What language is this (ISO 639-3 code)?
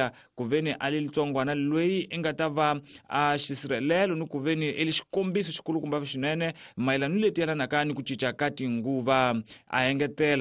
tso